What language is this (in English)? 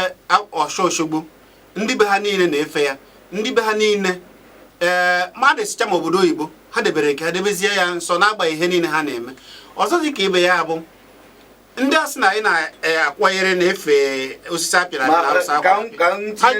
Igbo